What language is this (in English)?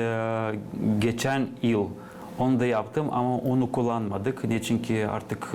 Gagauz